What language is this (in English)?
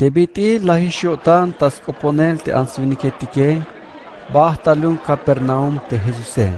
Tzeltal